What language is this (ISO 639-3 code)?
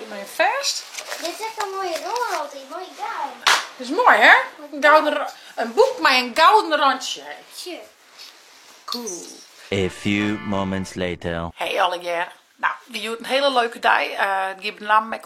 fry